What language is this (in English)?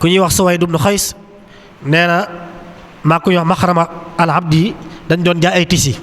Wolof